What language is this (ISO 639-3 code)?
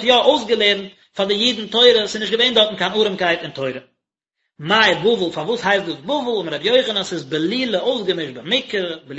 yid